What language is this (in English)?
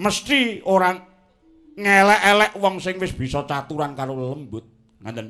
Javanese